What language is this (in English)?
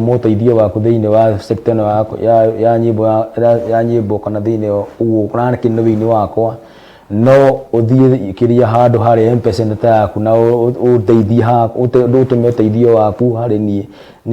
Kikuyu